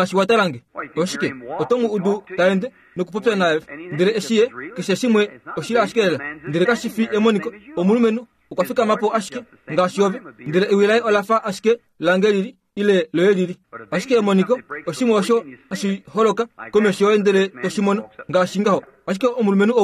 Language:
Kuanyama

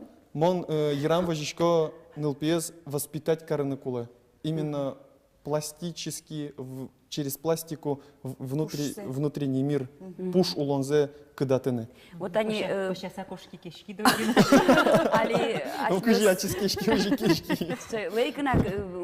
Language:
Udmurt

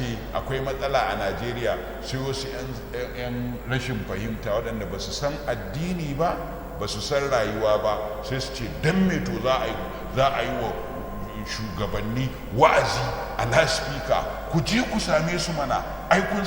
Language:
Hausa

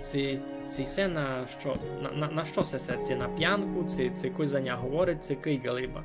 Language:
Rusyn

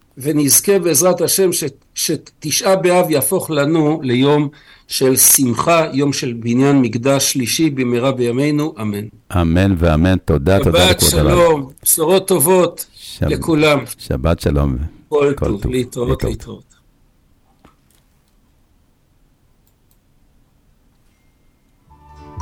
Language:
Hebrew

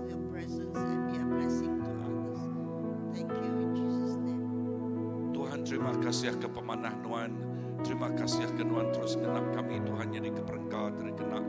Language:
Iban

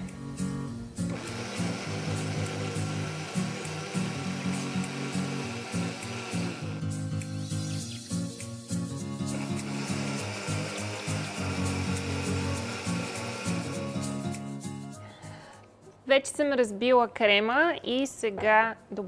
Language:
Bulgarian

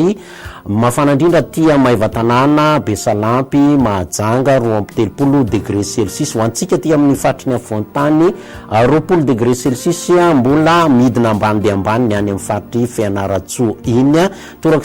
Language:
Malagasy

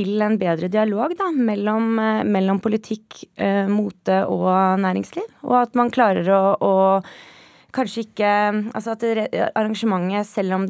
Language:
Norwegian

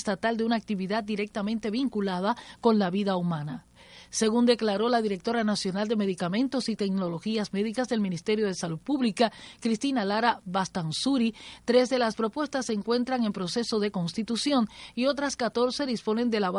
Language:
Spanish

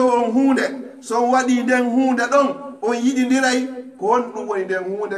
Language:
Pular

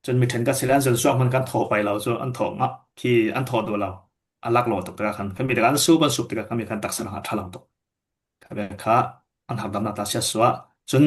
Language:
Falam Chin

